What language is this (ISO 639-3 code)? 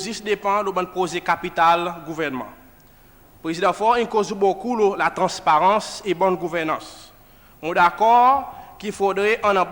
crs